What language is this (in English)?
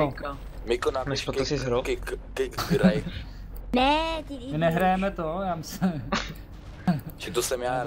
Czech